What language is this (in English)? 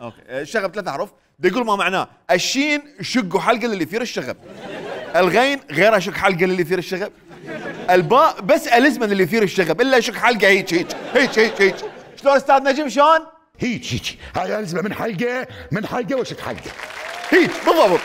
Mesopotamian Arabic